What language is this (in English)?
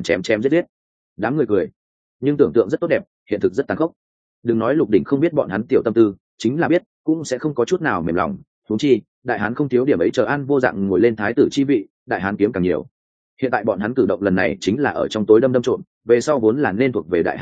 Vietnamese